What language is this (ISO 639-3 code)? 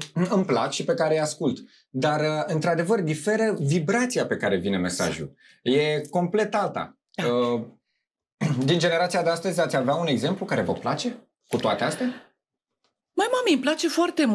ron